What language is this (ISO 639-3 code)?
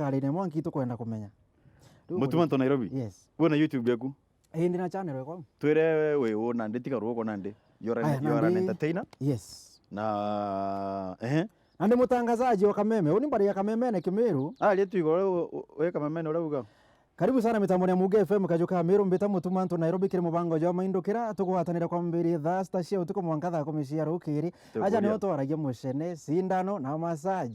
mer